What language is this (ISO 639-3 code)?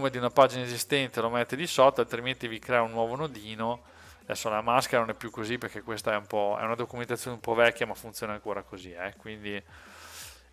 ita